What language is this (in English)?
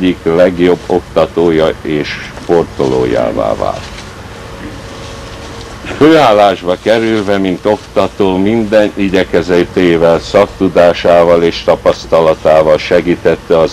Hungarian